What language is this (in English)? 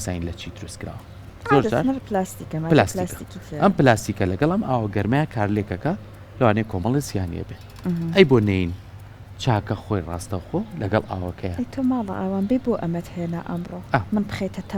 Central Kurdish